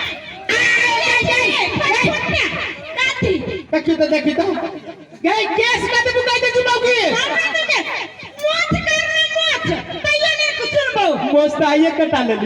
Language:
Maithili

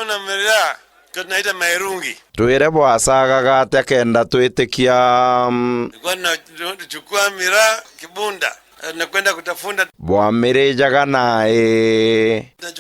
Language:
Meru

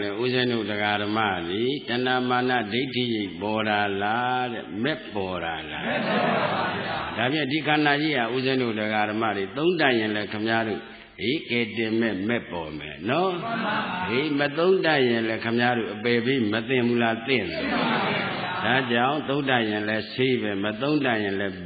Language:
Burmese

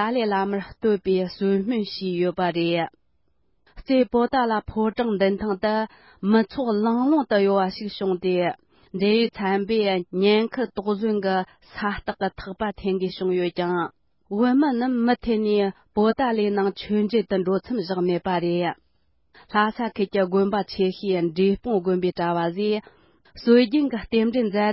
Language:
Tibetan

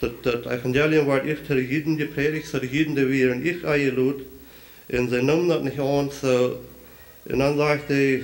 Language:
Plautdietsch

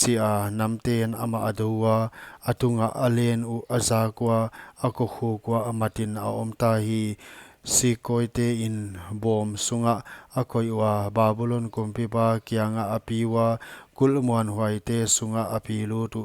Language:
Paite Chin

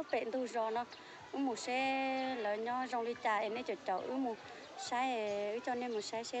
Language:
Hmong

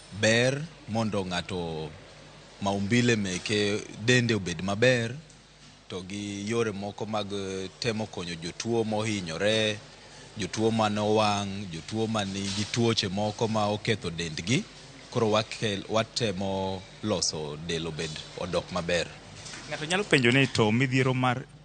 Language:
Luo (Kenya and Tanzania)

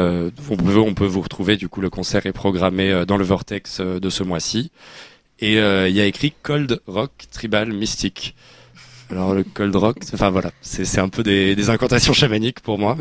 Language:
French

